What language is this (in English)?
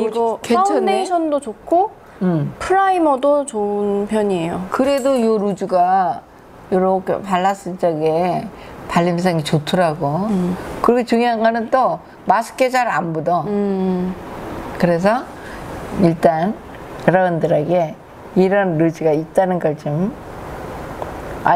Korean